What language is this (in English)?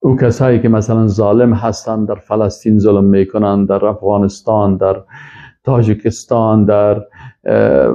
Persian